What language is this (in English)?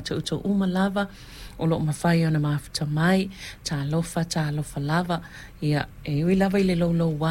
Samoan